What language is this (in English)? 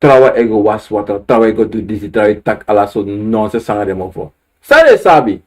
Sranan Tongo